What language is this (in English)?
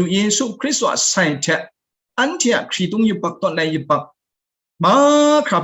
Kachin